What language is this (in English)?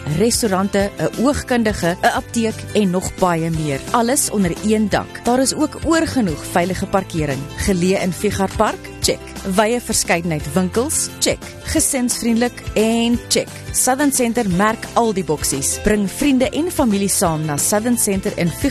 Afrikaans